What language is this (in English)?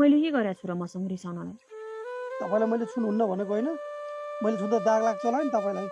Nepali